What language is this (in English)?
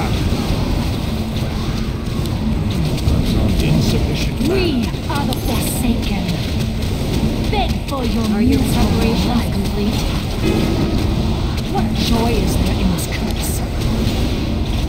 English